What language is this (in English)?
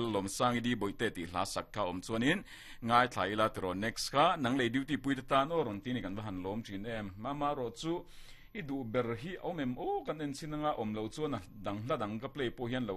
Mizo